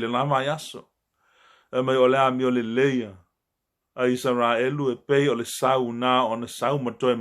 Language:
Samoan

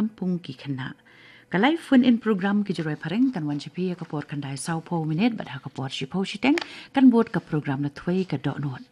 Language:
Khasi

